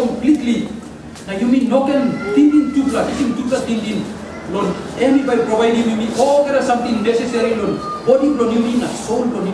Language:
Tok Pisin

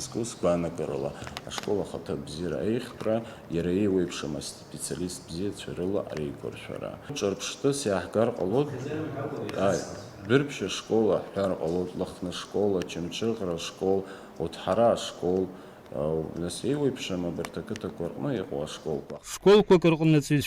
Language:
Abkhazian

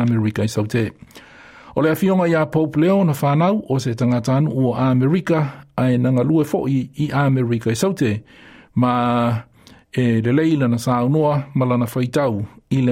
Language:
Samoan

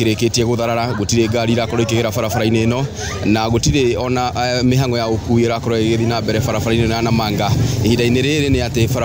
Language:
Kikuyu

